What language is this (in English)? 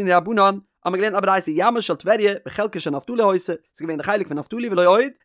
Yiddish